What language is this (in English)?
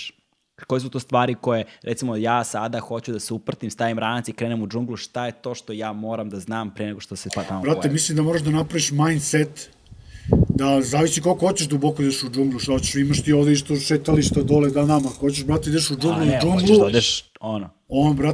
Serbian